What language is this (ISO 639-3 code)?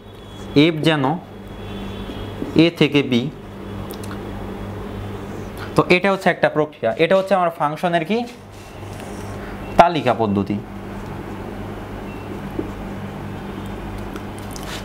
ben